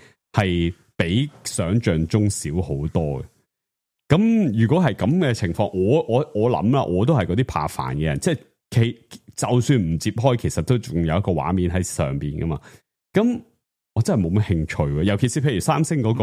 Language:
Cantonese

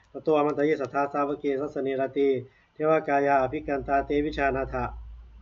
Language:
Pali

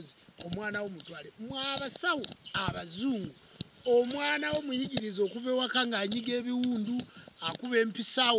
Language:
Ganda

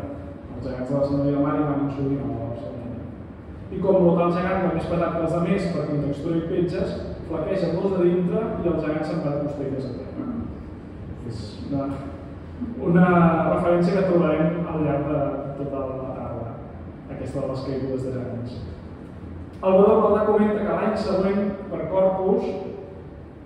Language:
Catalan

